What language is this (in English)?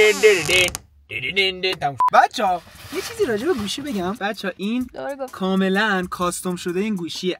Persian